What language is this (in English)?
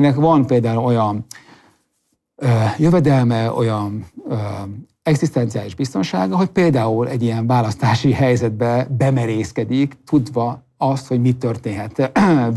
Hungarian